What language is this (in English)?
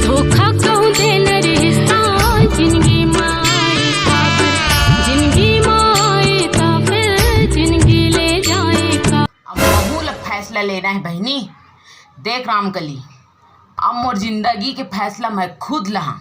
Chhattisgarhi